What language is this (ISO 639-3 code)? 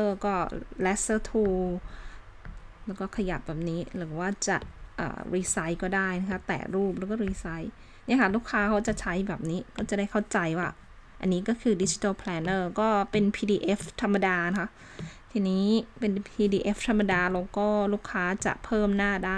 tha